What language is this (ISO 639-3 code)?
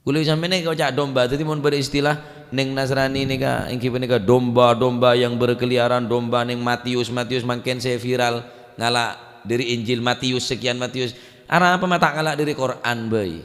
mad